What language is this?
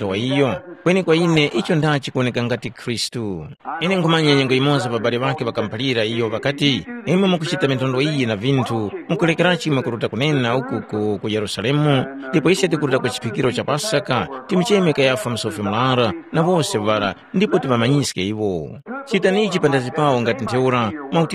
Tumbuka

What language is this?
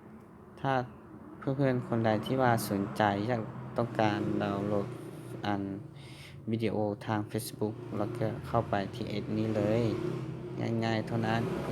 Lao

